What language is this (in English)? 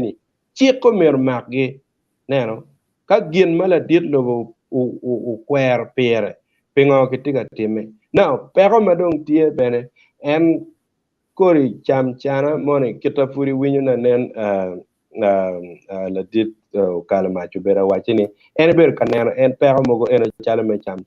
Acoli